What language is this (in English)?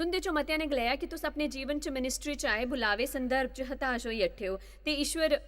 Dogri